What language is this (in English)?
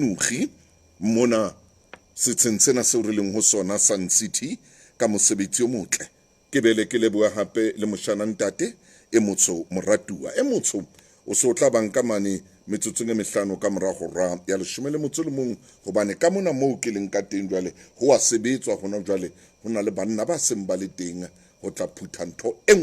Southern Sotho